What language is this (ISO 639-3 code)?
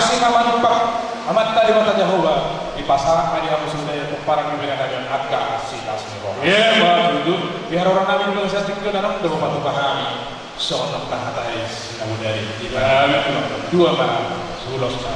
bbc